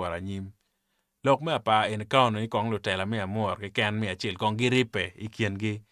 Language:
Acoli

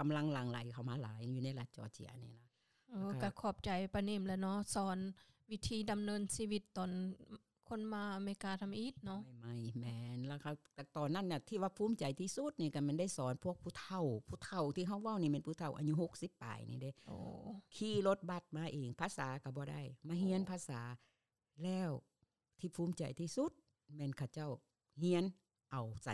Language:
Lao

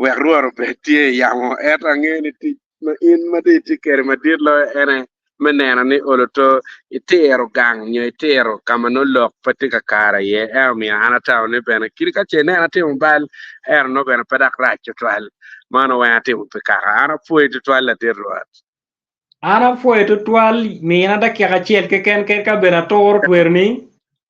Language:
Acoli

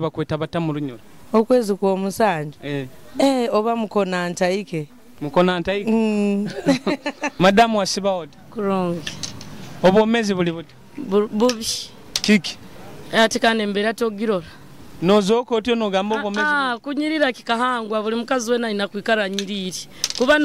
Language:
Nyoro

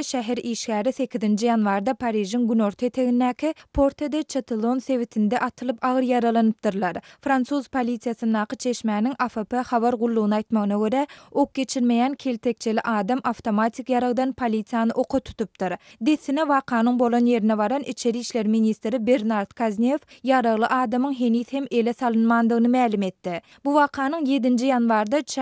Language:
Turkmen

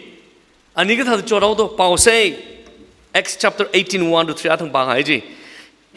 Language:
Tangkhul Naga (India)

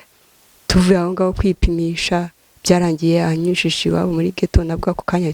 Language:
Kinyarwanda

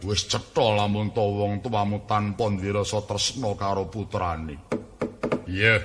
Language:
Javanese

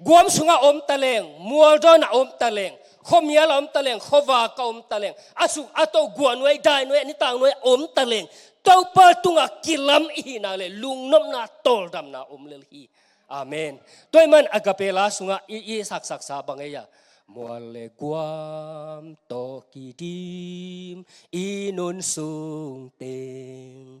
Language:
Tedim Chin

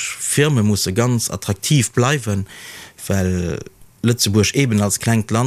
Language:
Luxembourgish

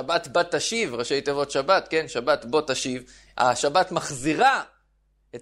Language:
Hebrew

